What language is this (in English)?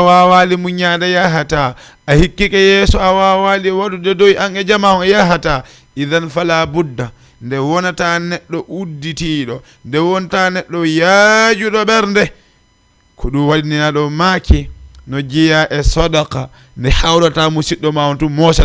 Fula